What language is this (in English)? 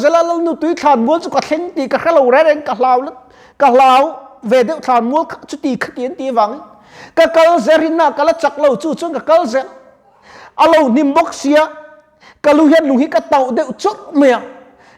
Mizo